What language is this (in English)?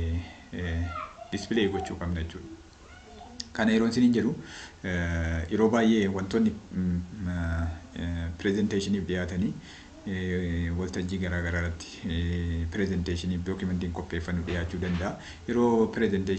Oromo